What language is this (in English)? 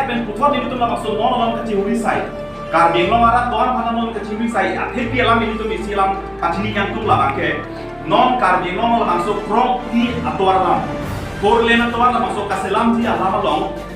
Karbi